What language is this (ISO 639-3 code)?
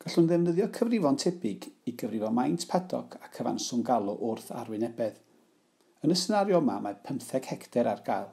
cym